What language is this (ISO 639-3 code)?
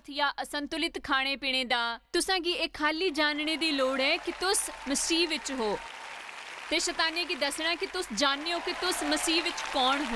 doi